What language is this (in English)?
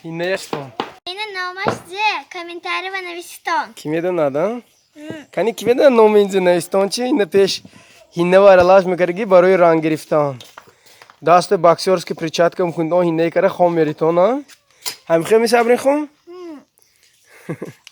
Tajik